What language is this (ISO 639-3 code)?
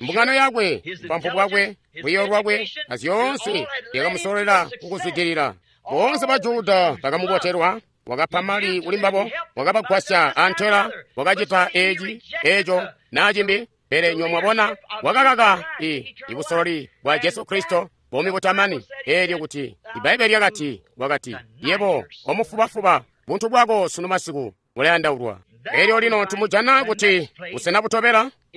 toi